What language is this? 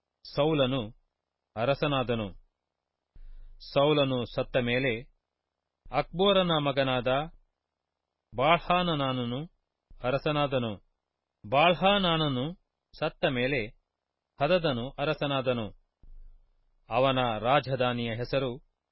Kannada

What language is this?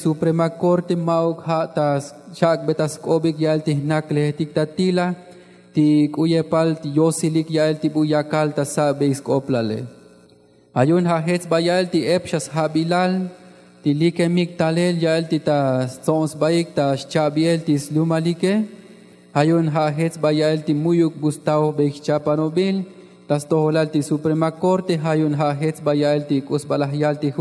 Tzotzil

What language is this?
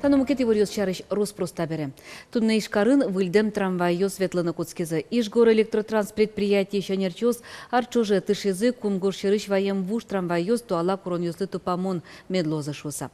Udmurt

